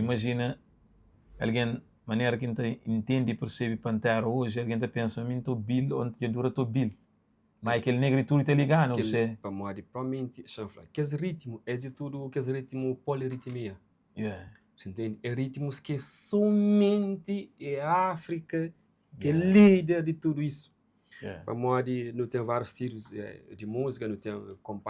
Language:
Kabuverdianu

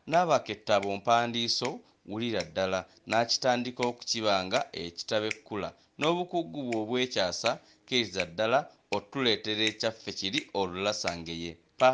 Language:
Ganda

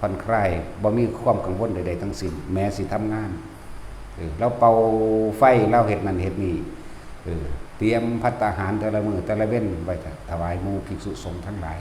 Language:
Northeastern Thai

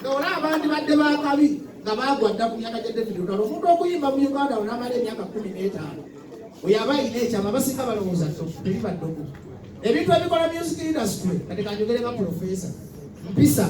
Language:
Ganda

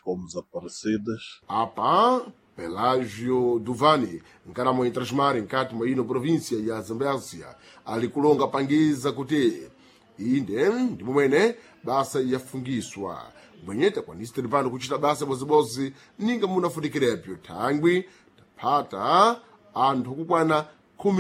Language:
Sena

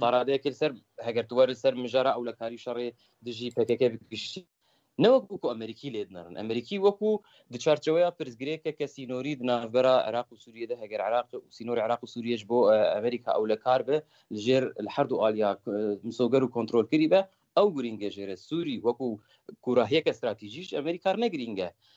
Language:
Kurdish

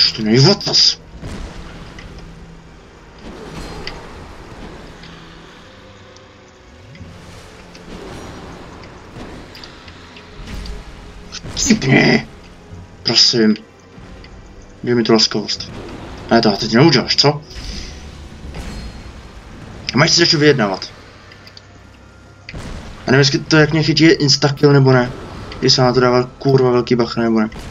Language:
Czech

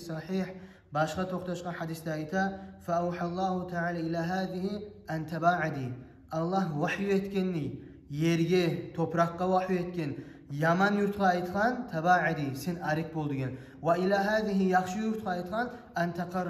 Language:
Kumyk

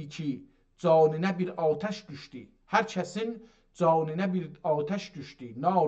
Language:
South Azerbaijani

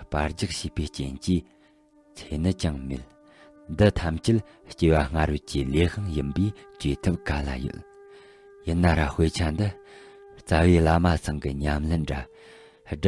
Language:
Tibetan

